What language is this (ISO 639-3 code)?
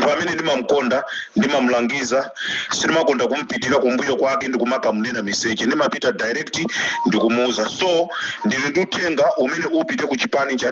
nya